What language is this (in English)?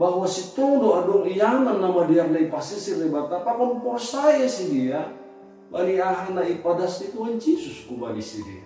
Batak Simalungun